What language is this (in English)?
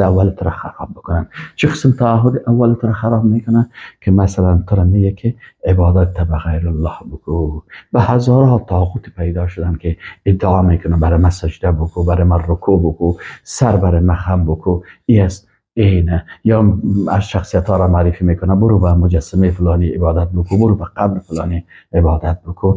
Persian